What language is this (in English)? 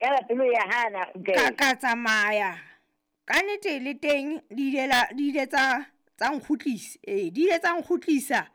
Southern Sotho